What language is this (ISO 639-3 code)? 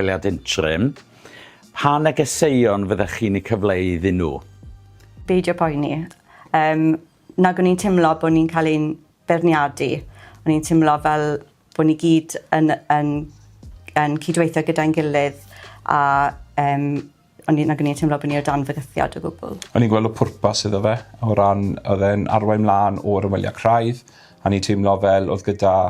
cym